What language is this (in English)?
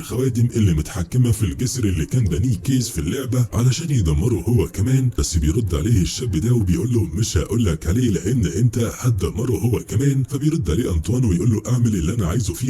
Egyptian Arabic